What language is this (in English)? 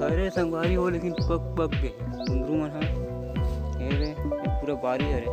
Chhattisgarhi